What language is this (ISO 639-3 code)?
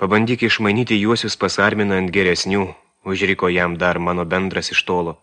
lit